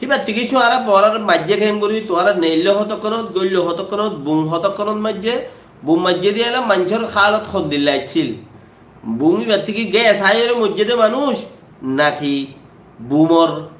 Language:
Rohingya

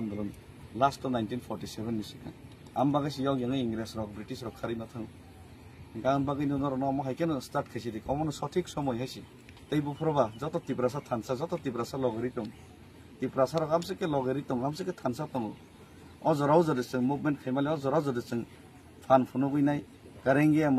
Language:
Kok Borok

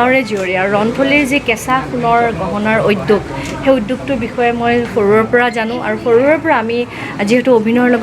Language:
Assamese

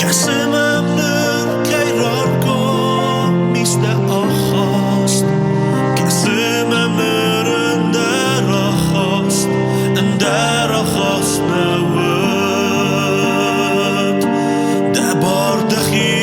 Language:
Ossetic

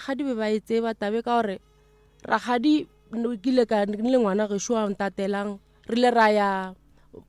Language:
Northern Sotho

